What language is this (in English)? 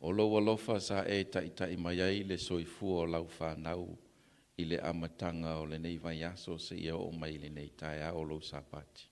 Samoan